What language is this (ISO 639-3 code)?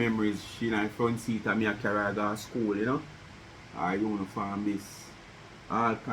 jam